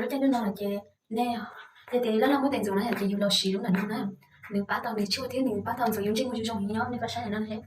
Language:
Hmong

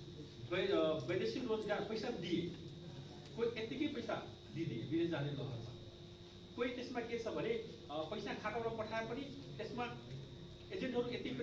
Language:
Nepali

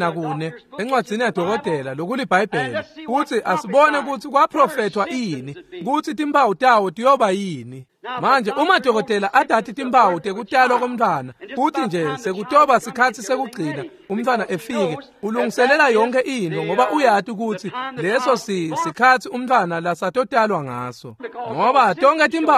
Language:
Swati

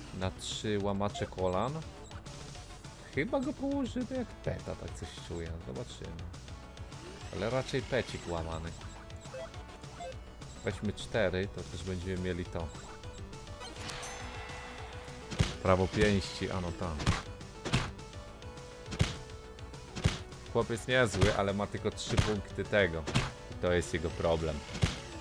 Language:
Polish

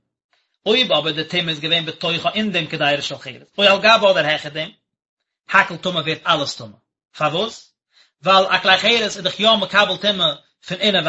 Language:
Yiddish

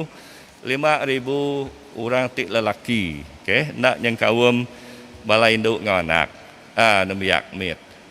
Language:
Iban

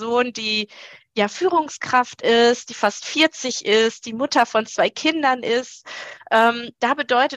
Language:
German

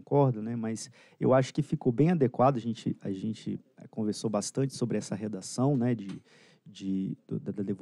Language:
Portuguese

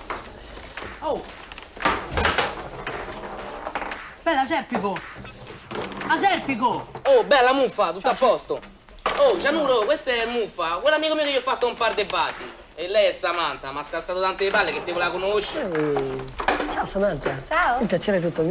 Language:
Italian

